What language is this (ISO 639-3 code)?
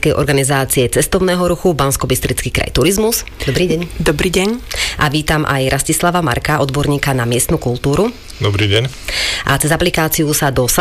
slk